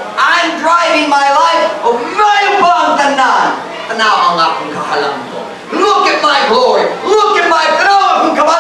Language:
Cebuano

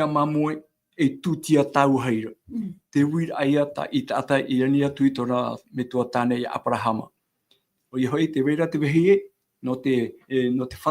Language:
Tahitian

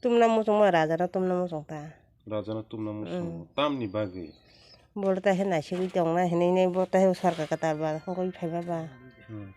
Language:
Kok Borok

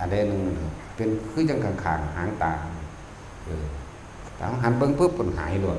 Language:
Northeastern Thai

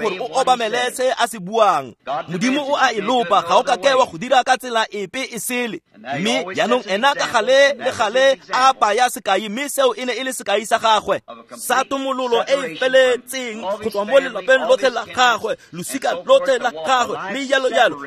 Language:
Tswana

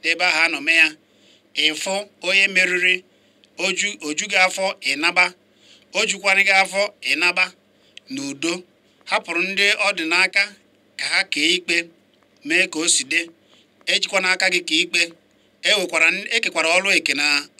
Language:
Igbo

